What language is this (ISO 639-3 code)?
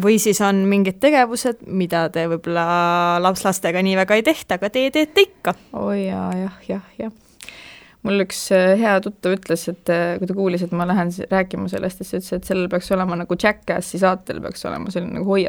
est